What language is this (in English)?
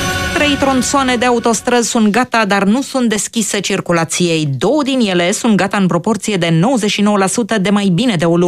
Romanian